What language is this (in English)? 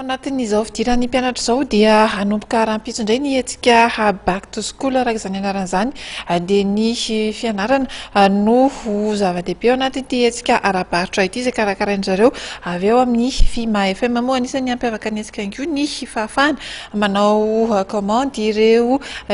Malagasy